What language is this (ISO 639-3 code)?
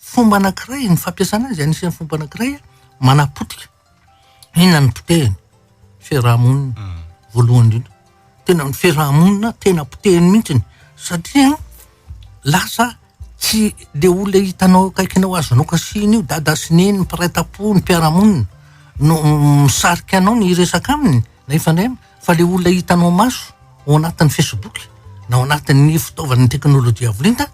mlg